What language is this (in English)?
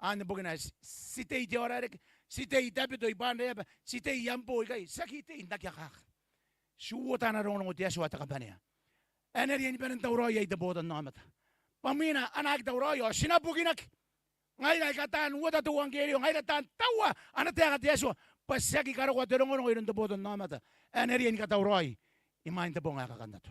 Gilbertese